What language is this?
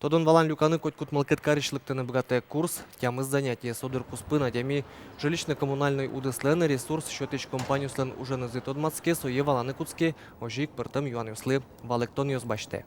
Udmurt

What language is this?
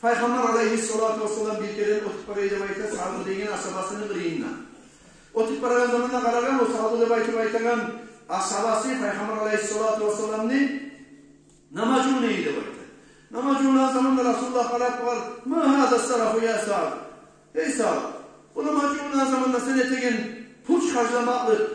Kumyk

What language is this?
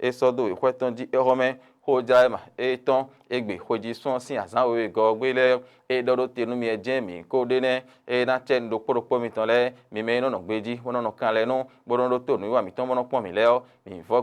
Fon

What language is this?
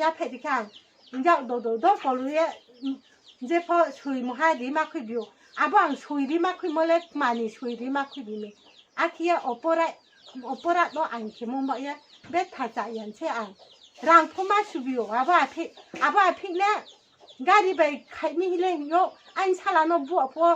Riang (India)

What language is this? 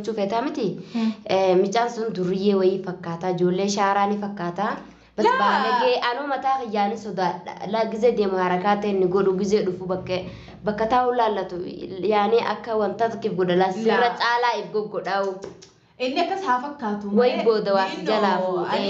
Oromo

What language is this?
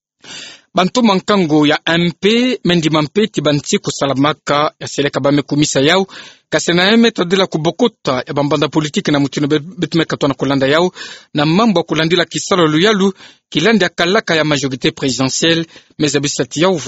Kituba (Democratic Republic of Congo)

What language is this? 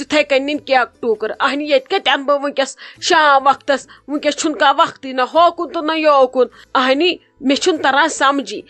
Kashmiri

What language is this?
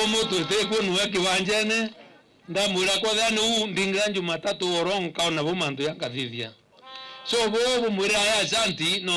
Meru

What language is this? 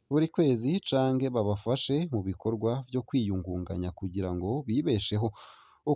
Rundi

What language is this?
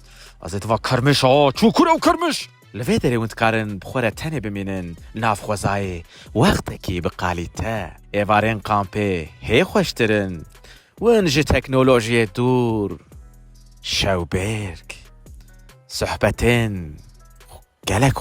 Kurdish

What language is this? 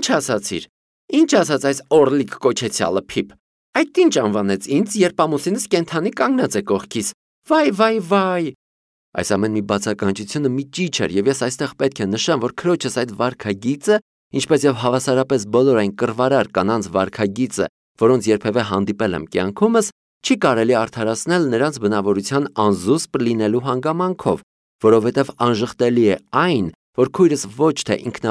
Armenian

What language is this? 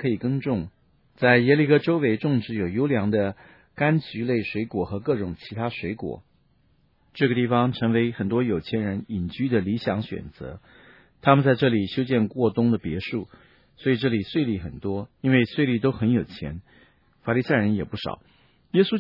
Chinese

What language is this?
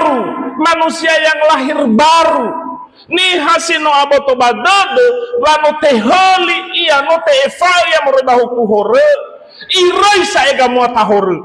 Nias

